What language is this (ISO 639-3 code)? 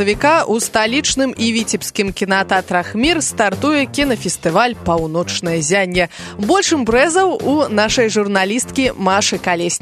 bel